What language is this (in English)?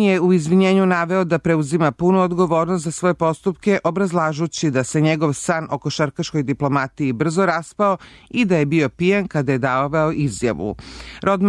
Serbian